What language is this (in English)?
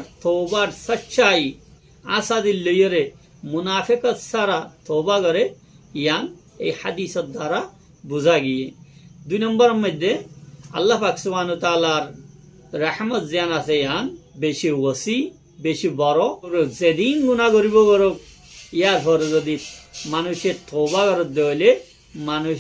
Rohingya